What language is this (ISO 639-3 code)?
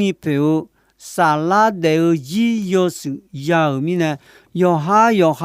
ahk